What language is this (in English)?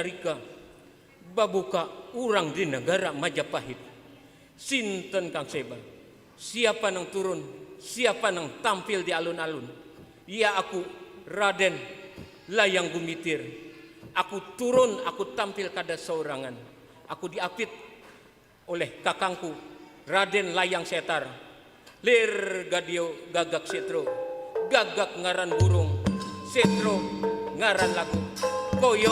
Banjar